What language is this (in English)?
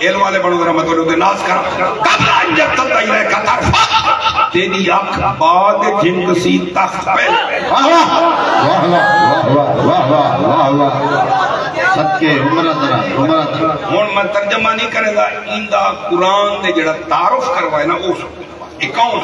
Saraiki